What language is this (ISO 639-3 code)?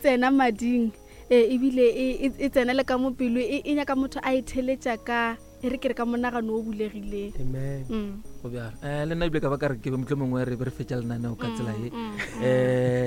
nso